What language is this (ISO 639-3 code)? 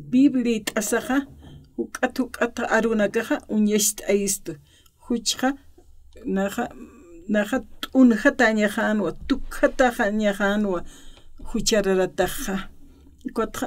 aym